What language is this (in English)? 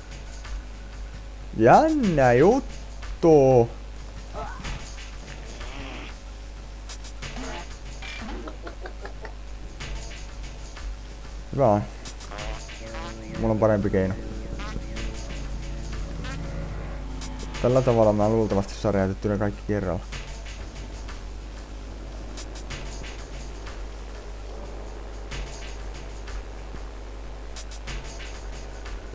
Finnish